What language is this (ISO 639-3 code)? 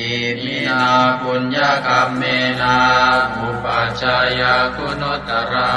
pli